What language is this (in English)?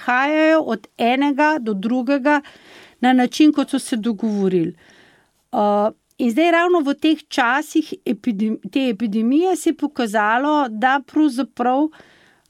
Slovenian